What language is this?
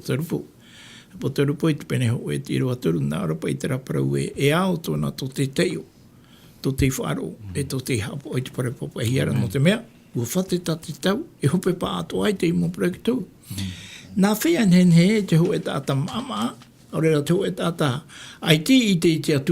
Tahitian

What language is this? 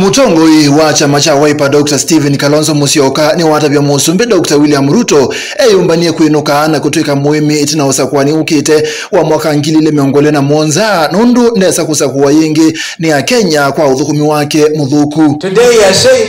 Kamba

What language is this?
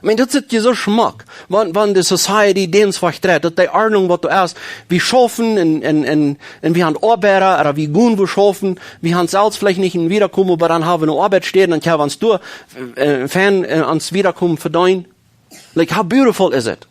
Plautdietsch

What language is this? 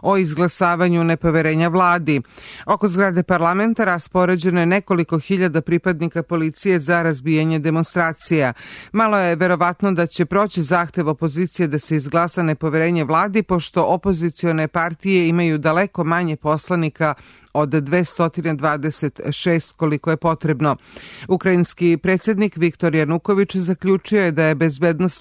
Serbian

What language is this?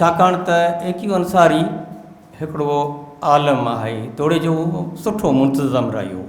Sindhi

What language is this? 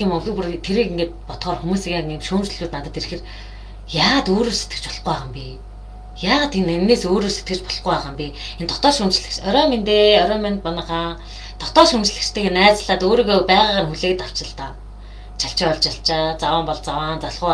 Mongolian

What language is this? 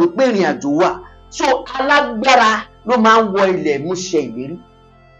Yoruba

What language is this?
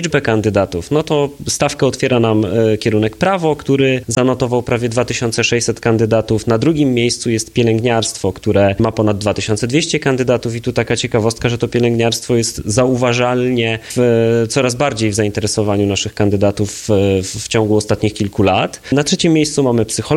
Polish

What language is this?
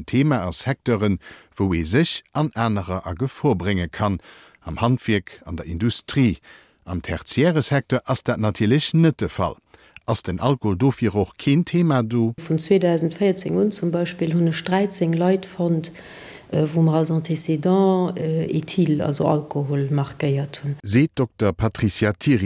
Luxembourgish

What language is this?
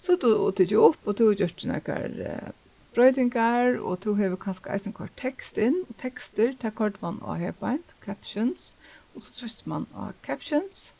Faroese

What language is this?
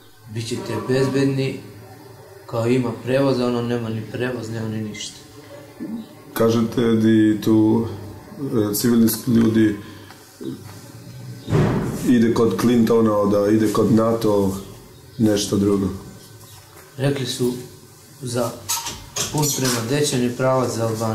Serbian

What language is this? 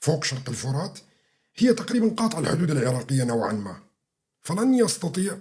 North Levantine Arabic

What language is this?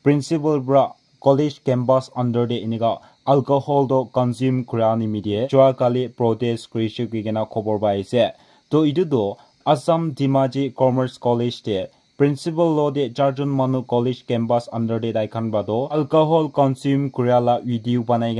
Naga Pidgin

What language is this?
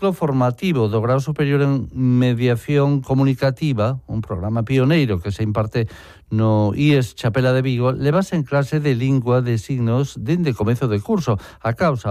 Galician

